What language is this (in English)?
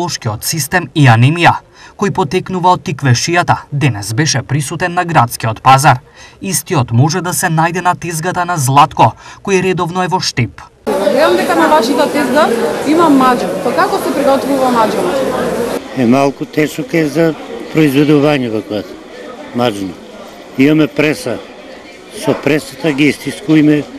Macedonian